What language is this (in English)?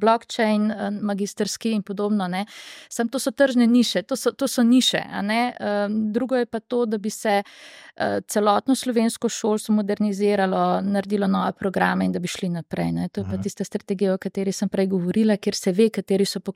Slovenian